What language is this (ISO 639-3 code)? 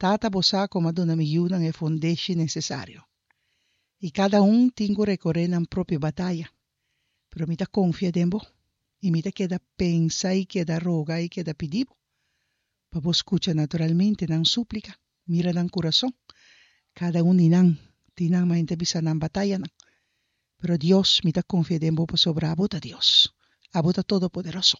pap